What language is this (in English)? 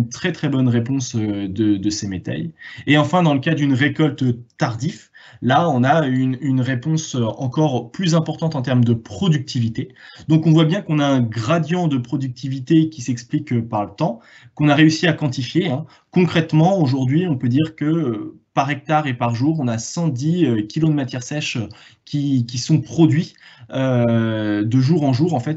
French